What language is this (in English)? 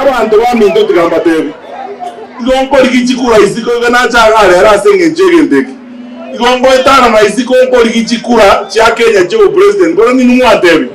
Gusii